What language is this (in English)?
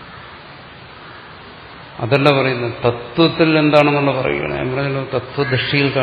Malayalam